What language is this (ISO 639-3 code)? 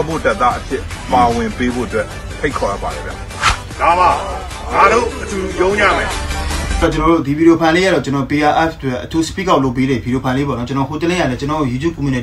mya